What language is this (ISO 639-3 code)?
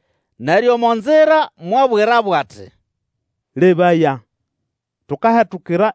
nnb